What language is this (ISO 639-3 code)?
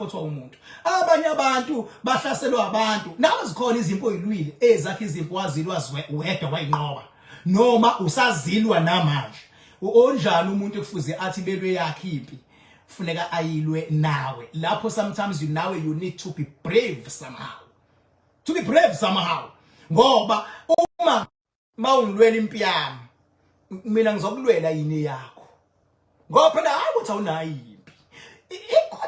zul